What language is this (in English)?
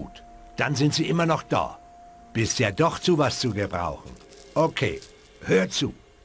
Bavarian